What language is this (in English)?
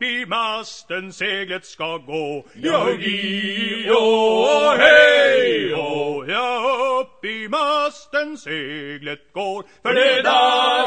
Swedish